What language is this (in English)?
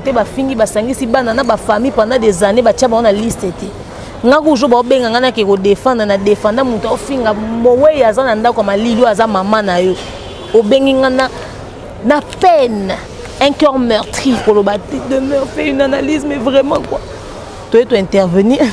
Lingala